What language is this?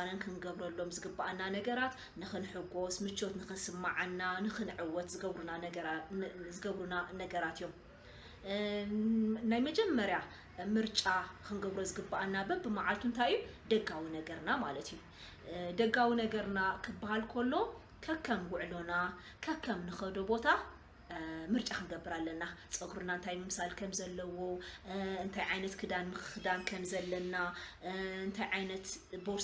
Tigrinya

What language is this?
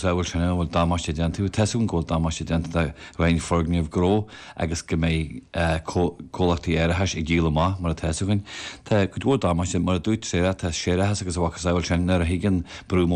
Irish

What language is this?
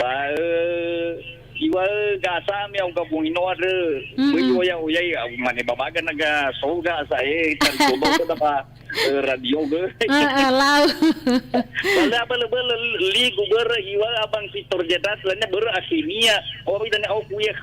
Nias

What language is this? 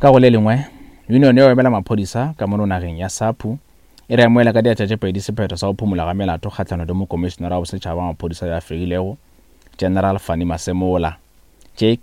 Northern Sotho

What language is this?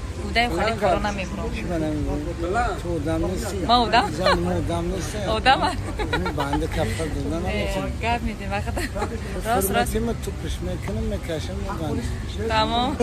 Tajik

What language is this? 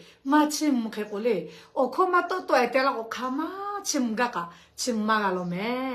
Lahu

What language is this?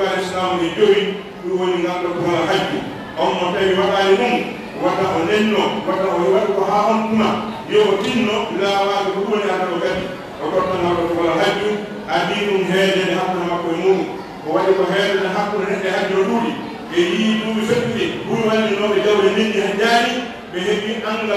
Pular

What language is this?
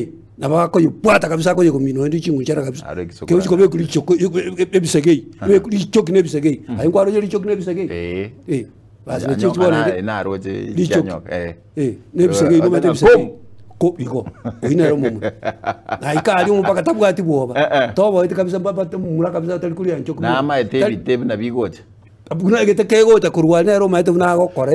Gusii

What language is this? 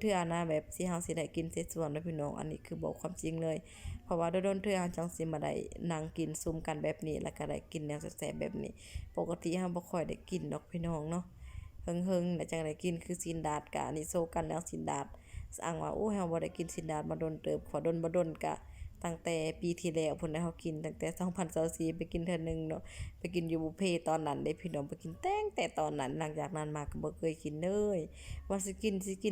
Lao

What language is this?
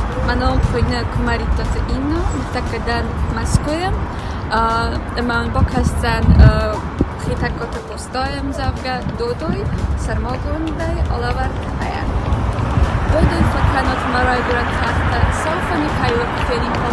Ossetic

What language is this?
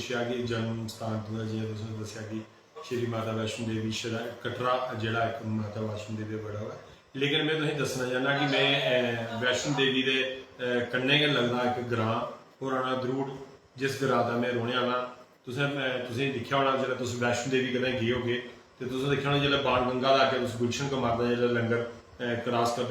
Dogri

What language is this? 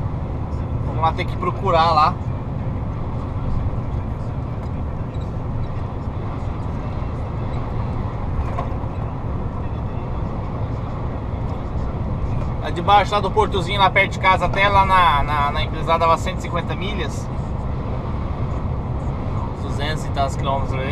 Portuguese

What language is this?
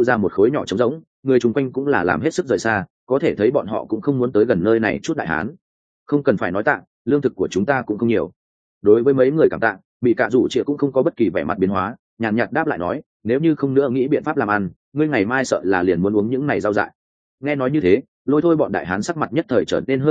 Vietnamese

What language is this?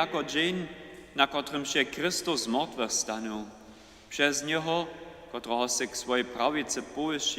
Upper Sorbian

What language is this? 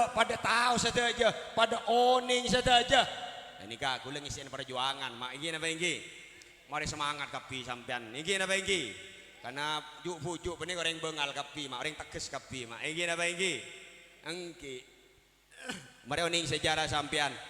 Madurese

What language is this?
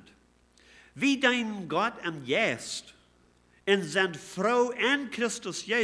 Plautdietsch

